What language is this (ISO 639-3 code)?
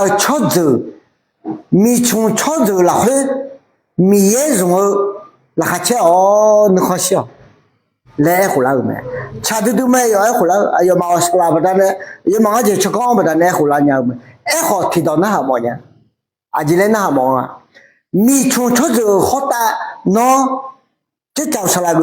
ahk